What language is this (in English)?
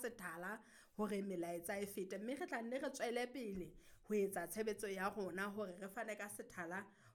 Southern Sotho